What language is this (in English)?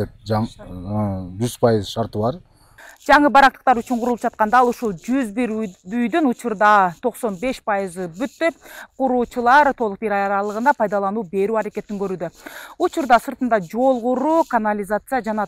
Kyrgyz